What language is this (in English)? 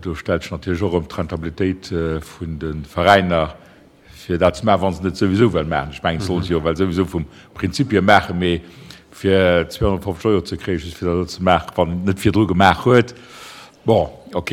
Luxembourgish